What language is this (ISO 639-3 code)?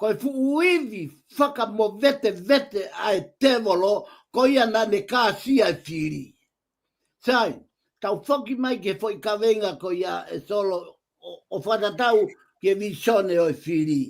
ton